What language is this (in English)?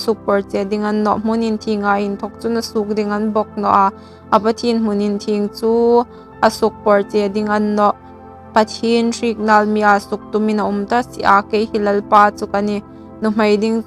Hmar